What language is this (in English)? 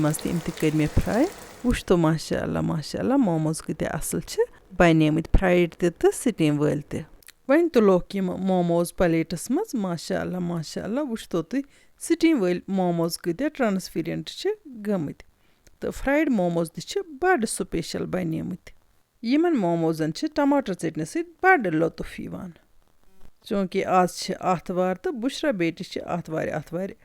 Kashmiri